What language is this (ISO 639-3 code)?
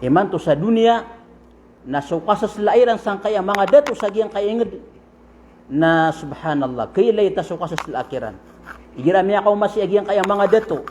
mrw